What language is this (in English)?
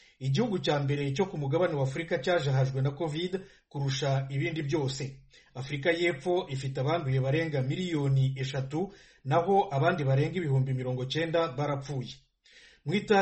Kinyarwanda